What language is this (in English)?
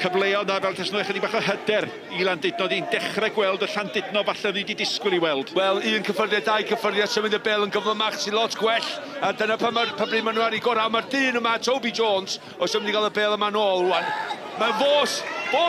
Welsh